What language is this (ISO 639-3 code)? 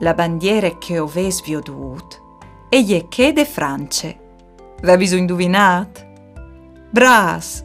fur